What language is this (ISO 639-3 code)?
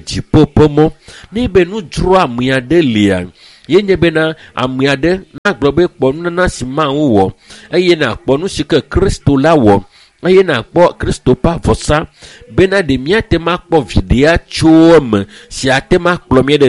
ewe